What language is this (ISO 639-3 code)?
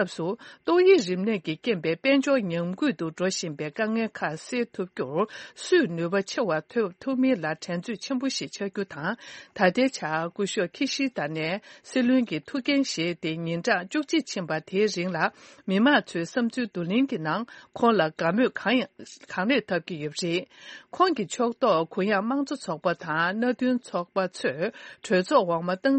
bod